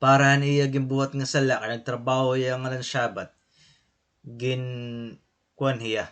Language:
Waray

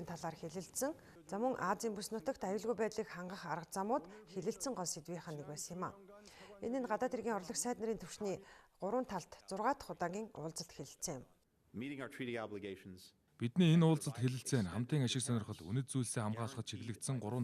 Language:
Mongolian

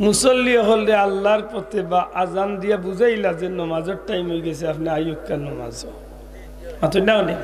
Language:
Sylheti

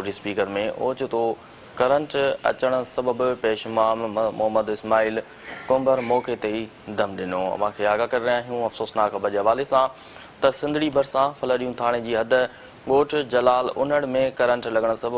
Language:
Sindhi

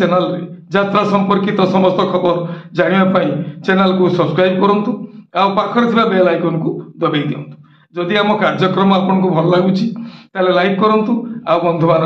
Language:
Odia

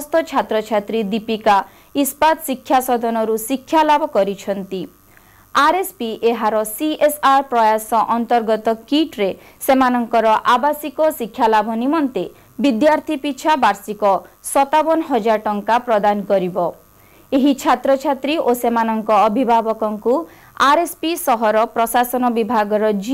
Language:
Odia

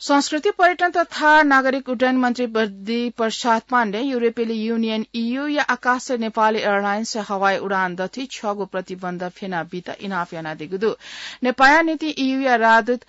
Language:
Newari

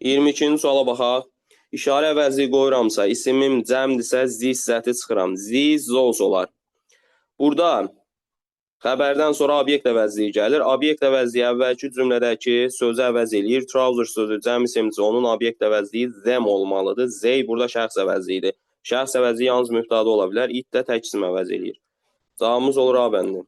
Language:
Azerbaijani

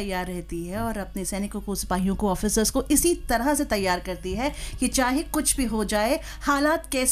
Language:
Hindi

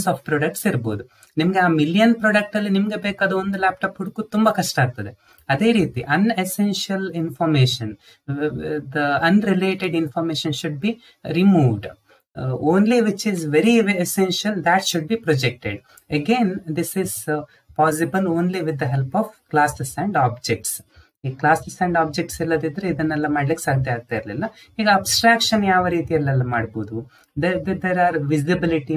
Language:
Kannada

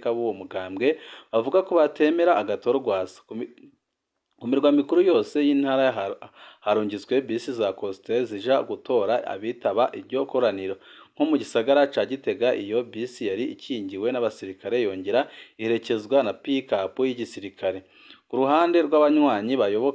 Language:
Rundi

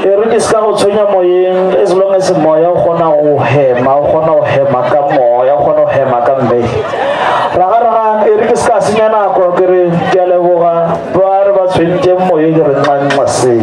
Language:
Northern Sotho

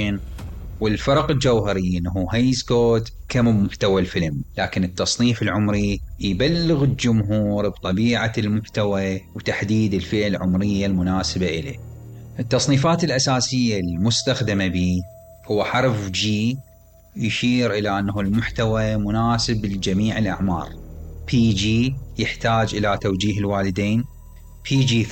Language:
Mesopotamian Arabic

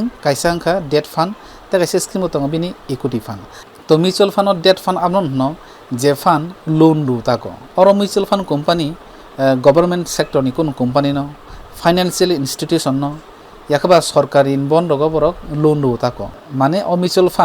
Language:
Kok Borok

